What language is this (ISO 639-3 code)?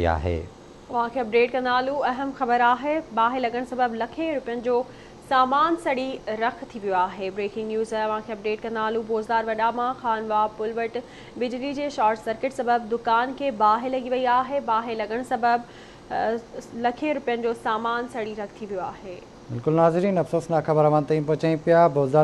snd